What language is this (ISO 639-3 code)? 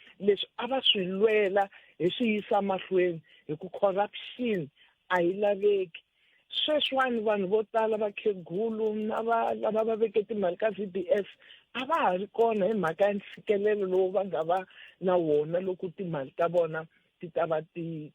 tso